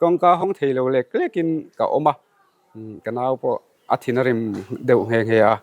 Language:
Mizo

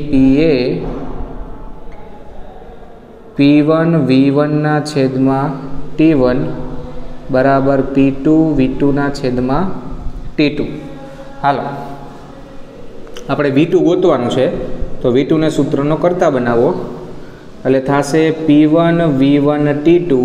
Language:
Gujarati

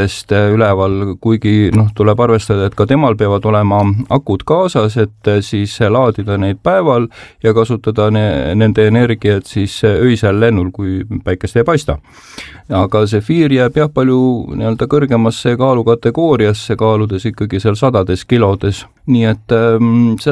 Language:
Estonian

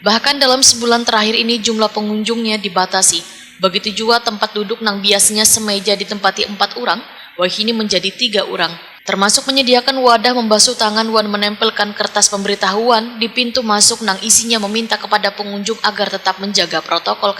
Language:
Banjar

